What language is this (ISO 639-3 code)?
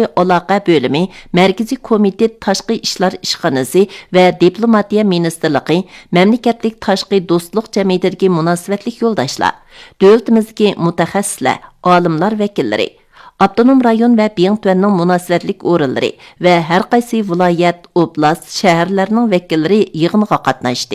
uig